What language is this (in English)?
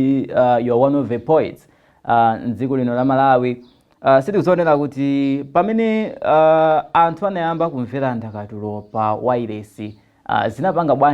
Nyanja